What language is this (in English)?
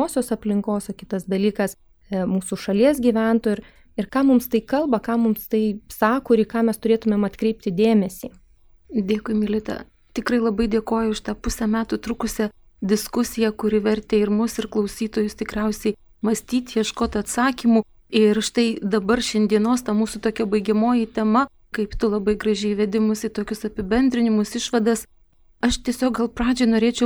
Lithuanian